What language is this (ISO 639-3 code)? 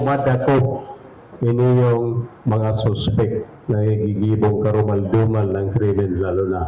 bik